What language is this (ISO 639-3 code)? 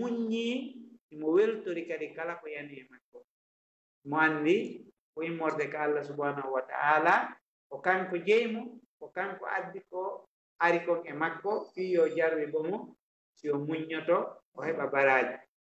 ful